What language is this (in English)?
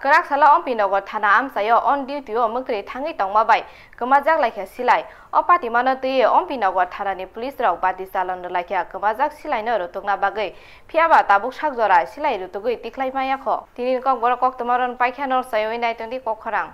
Kok Borok